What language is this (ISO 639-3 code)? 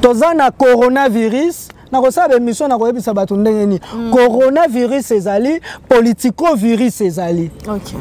lin